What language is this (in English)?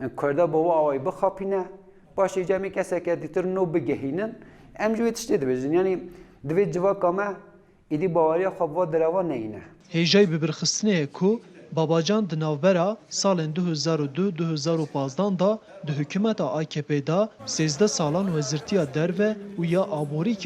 Kurdish